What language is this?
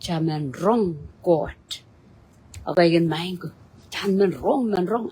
Pohnpeian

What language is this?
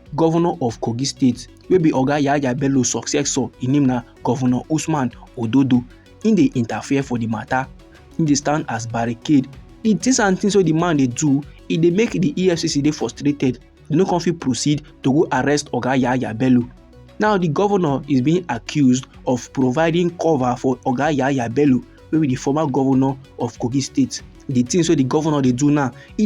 Nigerian Pidgin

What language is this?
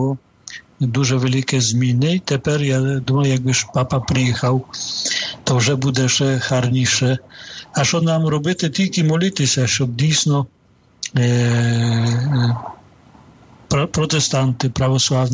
Ukrainian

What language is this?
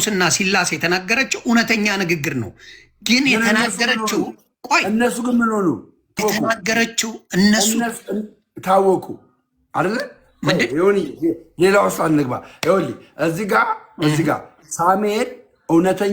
Amharic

